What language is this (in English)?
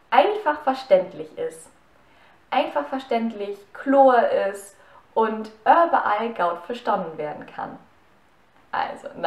Low German